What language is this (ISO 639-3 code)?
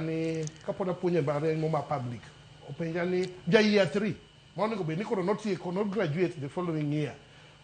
luo